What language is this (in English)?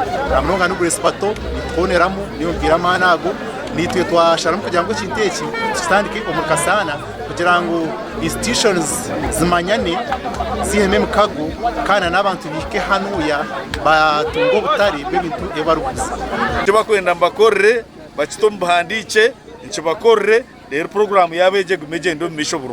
Nyankole